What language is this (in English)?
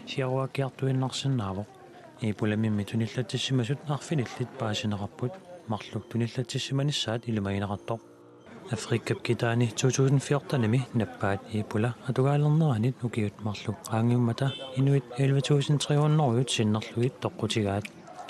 Kalaallisut